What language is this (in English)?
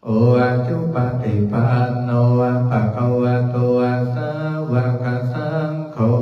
Pali